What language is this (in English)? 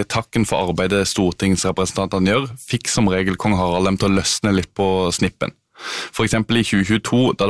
Norwegian